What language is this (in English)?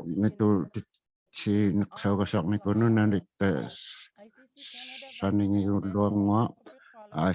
Inuktitut